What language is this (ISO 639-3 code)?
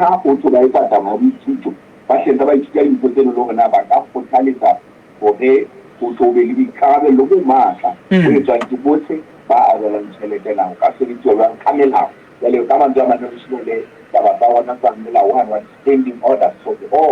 sot